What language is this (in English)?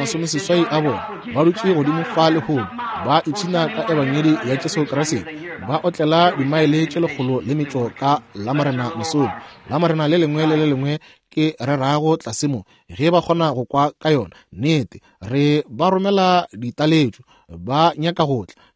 Northern Sotho